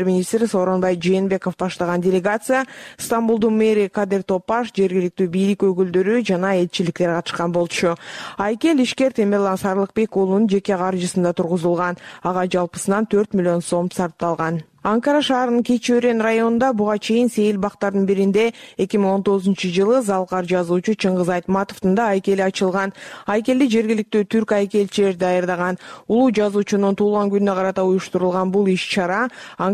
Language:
Kyrgyz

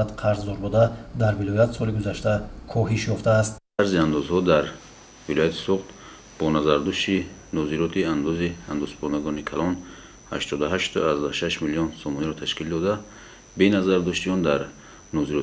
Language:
Tajik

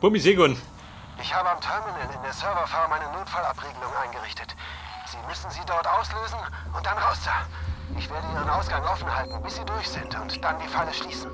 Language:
Bavarian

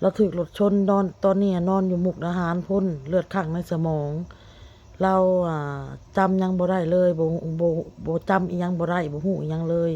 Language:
Northeastern Thai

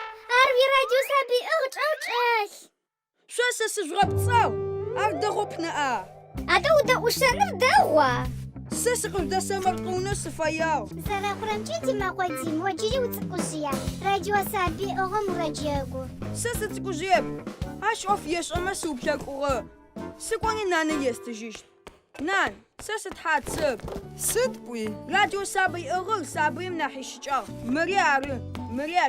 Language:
Adyghe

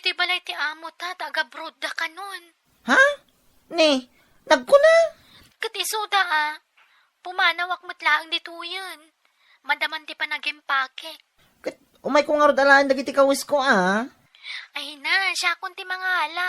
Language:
Iloko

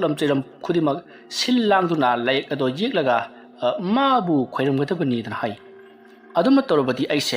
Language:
Manipuri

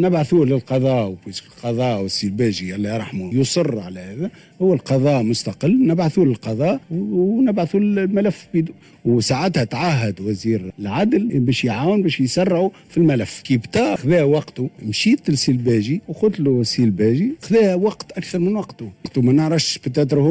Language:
Tunisian Arabic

